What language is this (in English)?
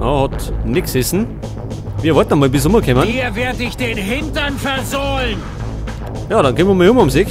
Bavarian